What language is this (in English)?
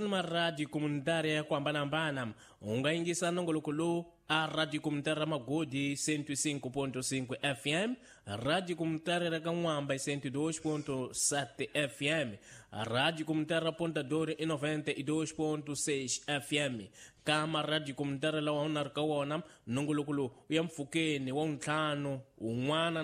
Tsonga